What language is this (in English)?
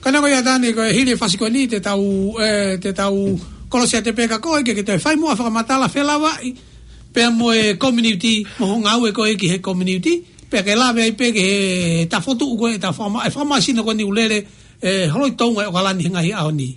Tongan